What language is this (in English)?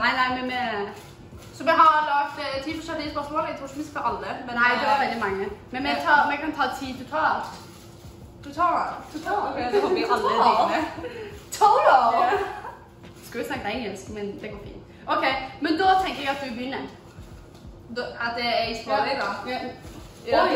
Norwegian